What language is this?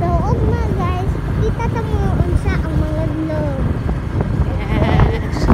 Cebuano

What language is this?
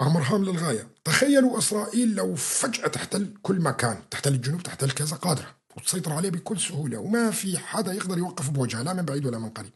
North Levantine Arabic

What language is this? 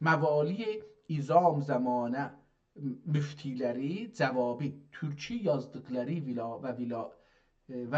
South Azerbaijani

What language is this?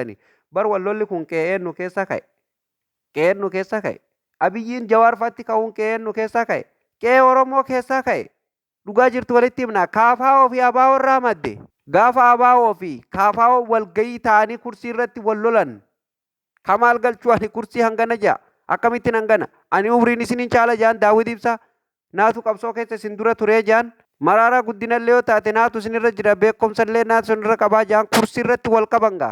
Oromo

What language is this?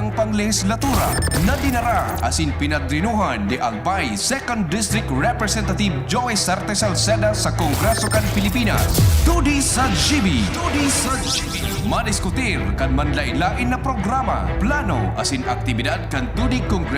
Bikol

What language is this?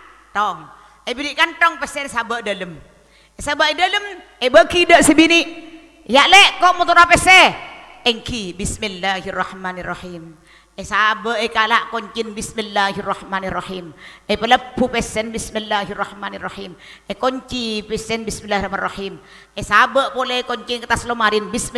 Madurese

